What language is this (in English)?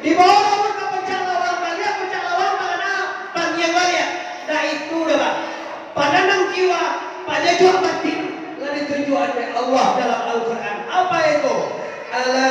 Minangkabau